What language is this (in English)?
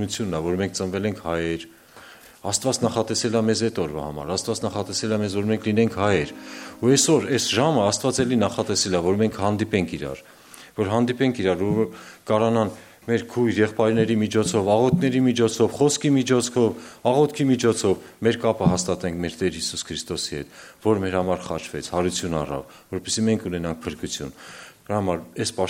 Armenian